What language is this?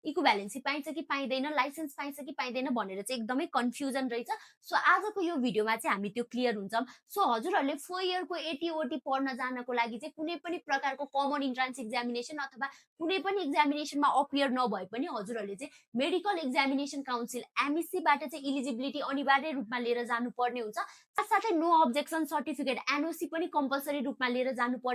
Nepali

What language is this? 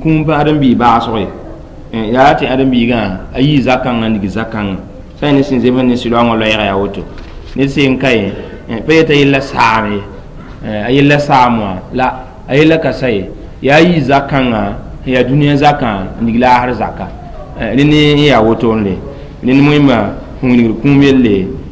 Mossi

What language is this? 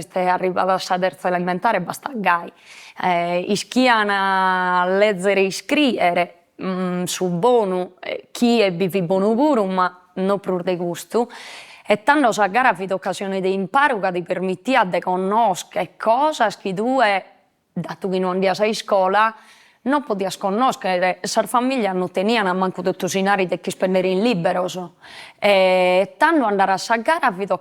Sardinian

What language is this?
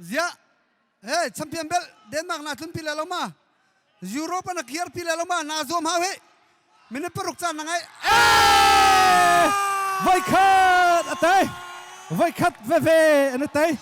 Hakha Chin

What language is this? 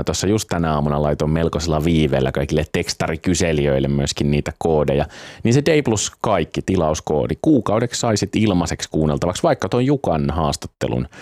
Finnish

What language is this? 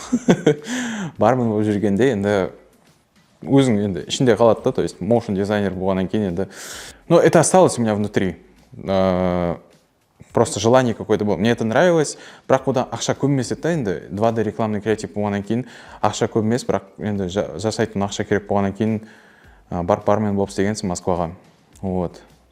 Kara-Kalpak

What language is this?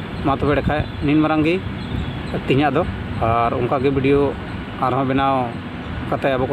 Santali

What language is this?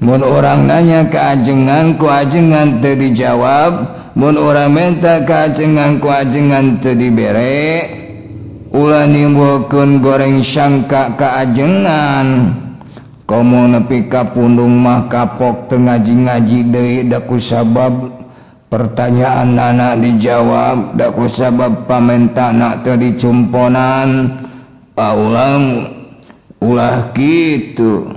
Sundanese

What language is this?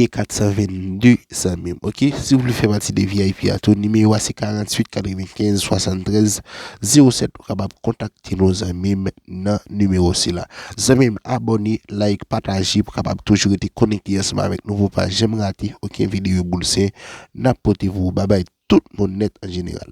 Haitian Creole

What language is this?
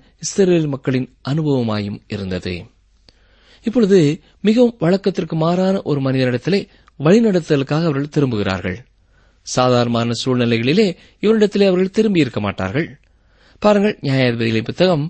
Tamil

